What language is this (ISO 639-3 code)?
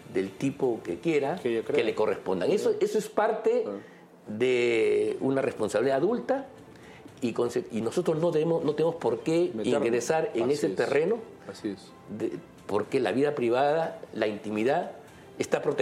spa